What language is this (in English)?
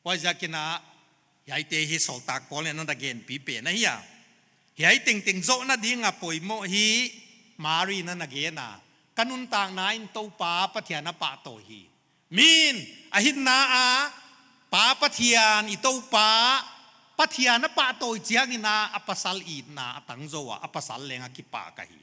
Paite Chin